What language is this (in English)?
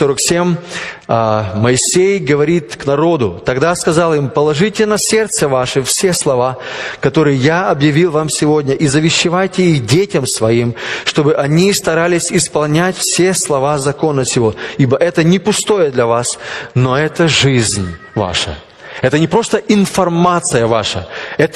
Russian